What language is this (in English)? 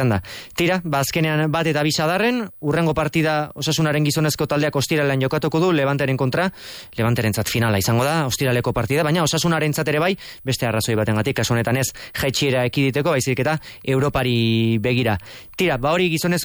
Basque